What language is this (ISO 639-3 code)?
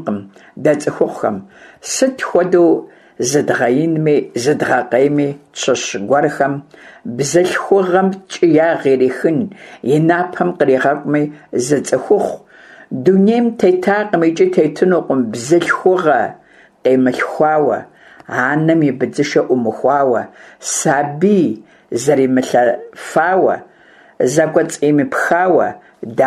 kbd